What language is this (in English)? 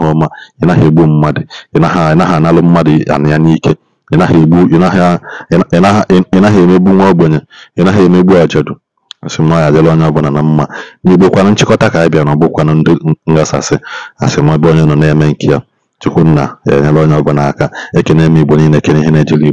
Igbo